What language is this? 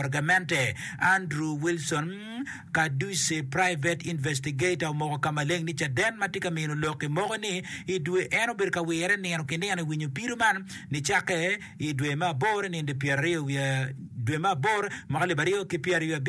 Acoli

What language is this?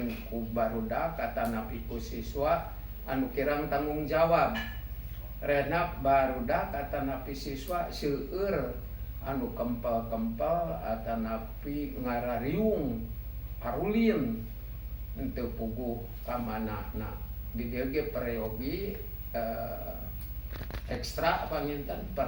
Sundanese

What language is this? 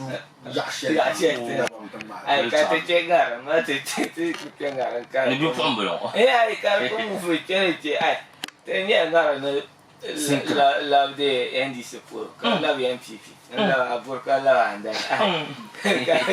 Dagbani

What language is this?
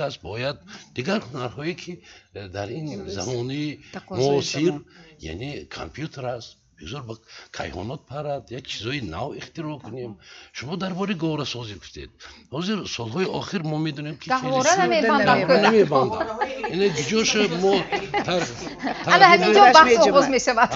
Tajik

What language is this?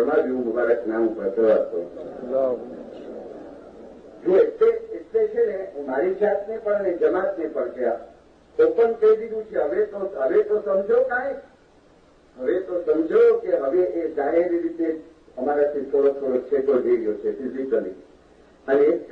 Gujarati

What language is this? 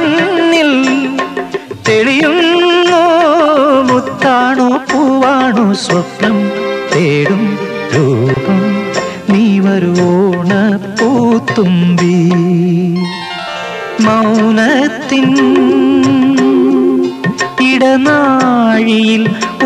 Malayalam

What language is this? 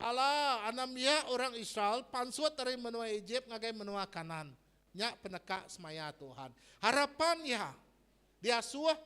Iban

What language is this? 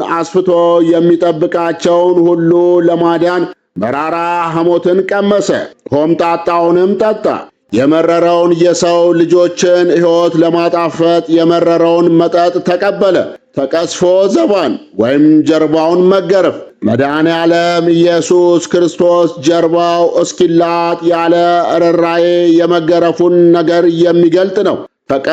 Amharic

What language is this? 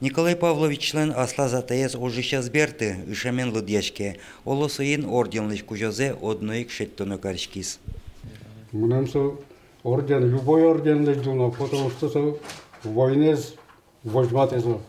Udmurt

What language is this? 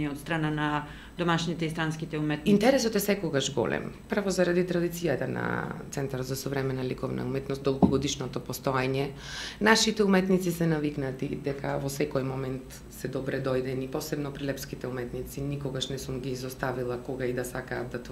Macedonian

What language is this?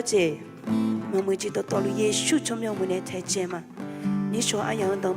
Akha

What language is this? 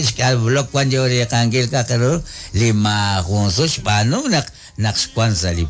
Kekchí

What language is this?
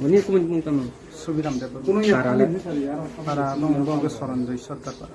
Kok Borok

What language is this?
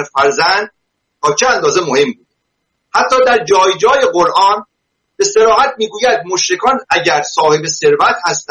Persian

